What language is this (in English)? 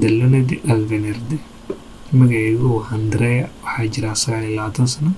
Somali